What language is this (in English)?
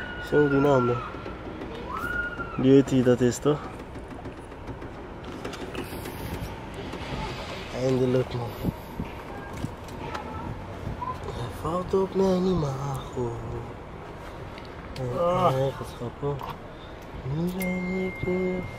Dutch